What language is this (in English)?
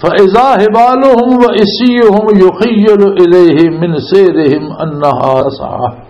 Western Panjabi